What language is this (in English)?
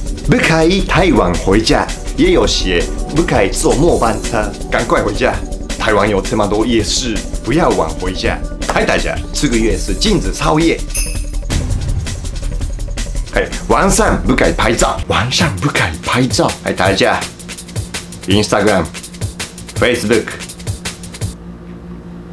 Chinese